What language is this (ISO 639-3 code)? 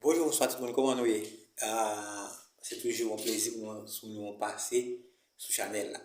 hat